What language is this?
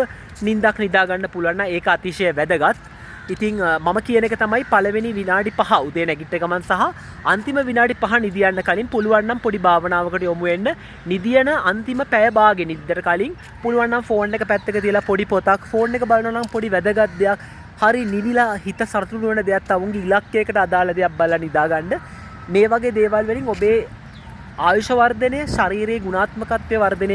Sinhala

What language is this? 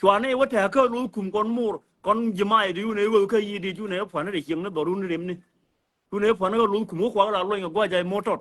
Nuer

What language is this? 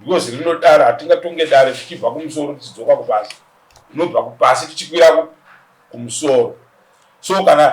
Shona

